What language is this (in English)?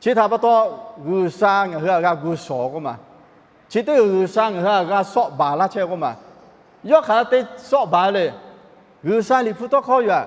Lahu